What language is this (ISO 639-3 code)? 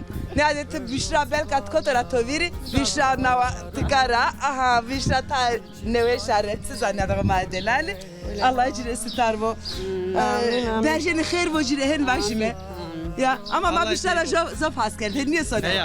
zza